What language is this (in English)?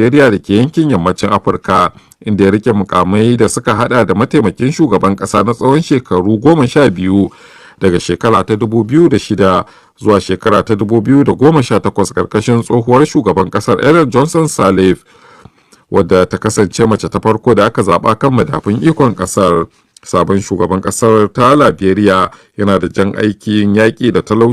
Hausa